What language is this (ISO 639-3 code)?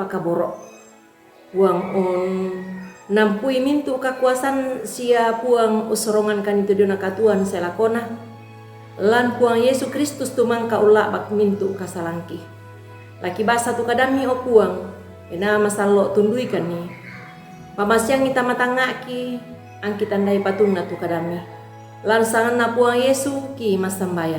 sda